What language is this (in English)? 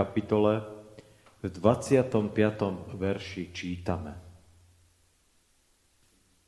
Slovak